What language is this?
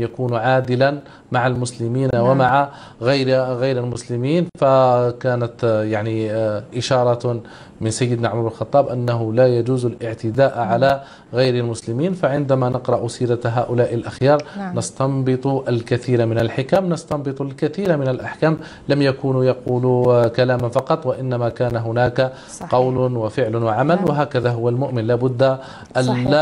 Arabic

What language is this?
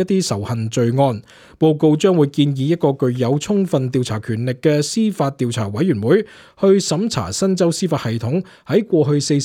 Cantonese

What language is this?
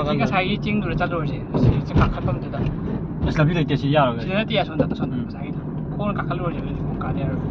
Manipuri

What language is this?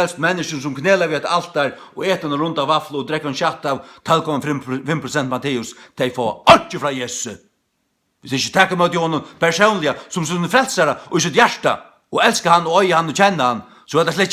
Faroese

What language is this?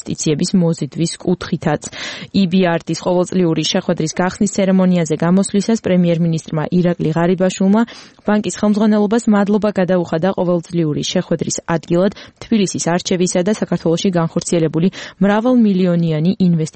Georgian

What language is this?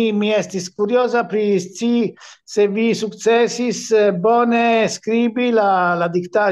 Esperanto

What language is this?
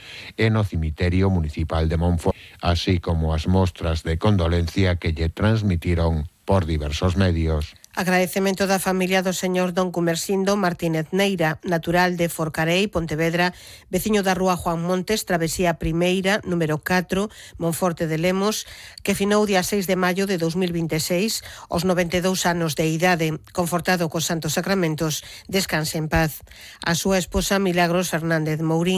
Galician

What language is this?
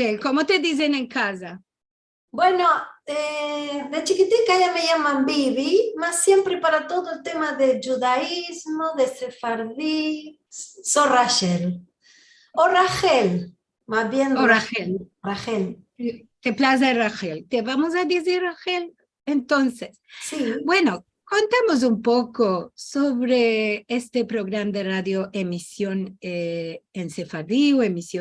Ladino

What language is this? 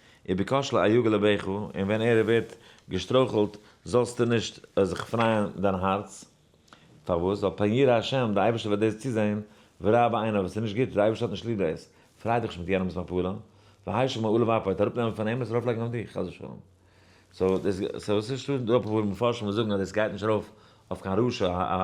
Yiddish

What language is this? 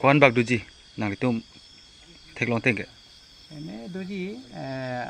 Karbi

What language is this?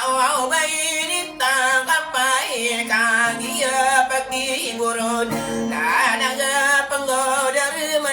Maranao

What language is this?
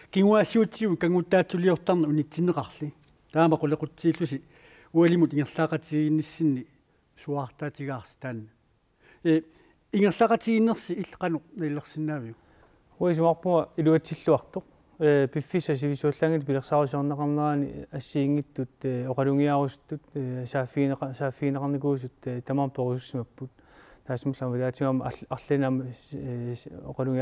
Kalaallisut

